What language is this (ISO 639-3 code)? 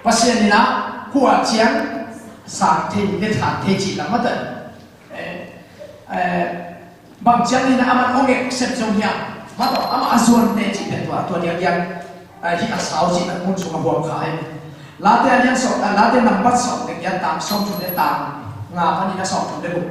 ctd